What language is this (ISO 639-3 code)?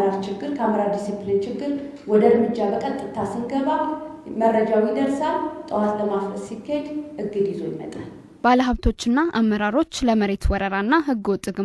amh